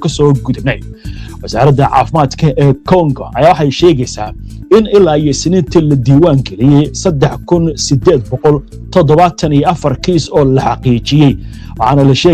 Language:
Somali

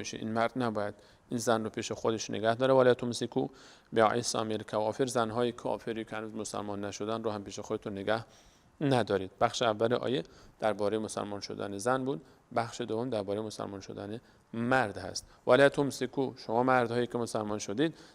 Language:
Persian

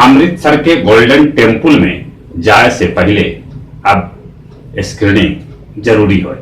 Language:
Magahi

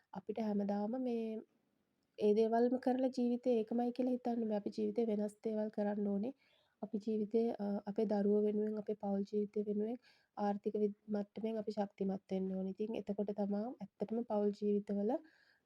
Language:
Sinhala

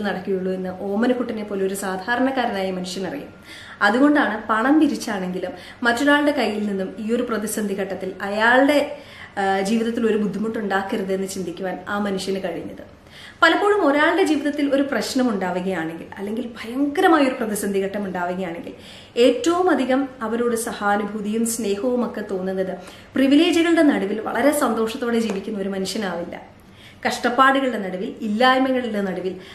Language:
Malayalam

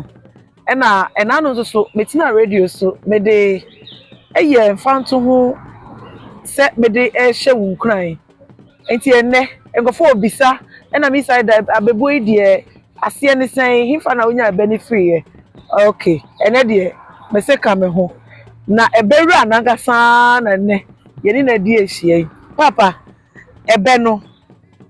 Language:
Akan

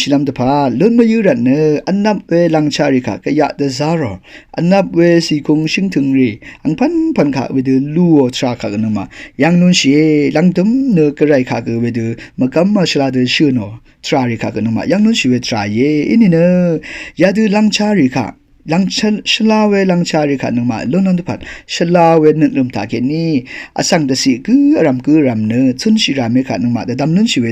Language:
Rawang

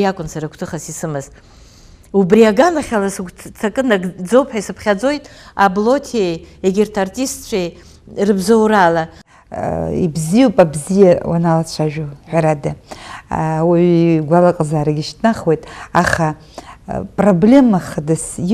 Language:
Abkhazian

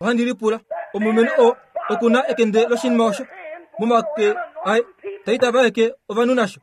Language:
Kuanyama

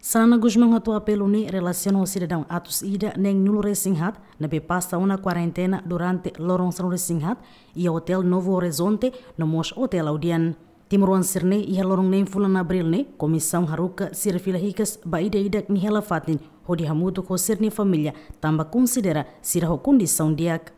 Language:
Tetum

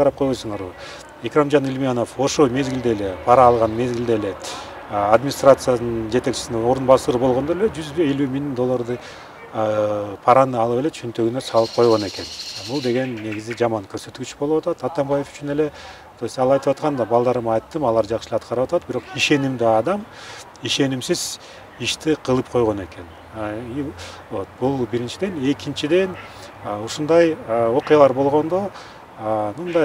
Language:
Kyrgyz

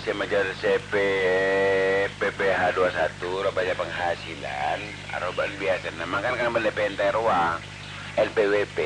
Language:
Madurese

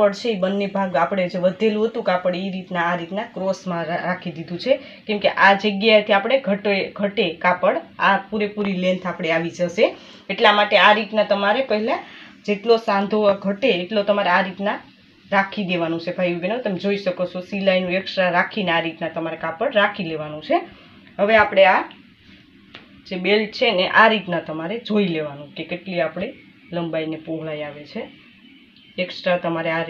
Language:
Gujarati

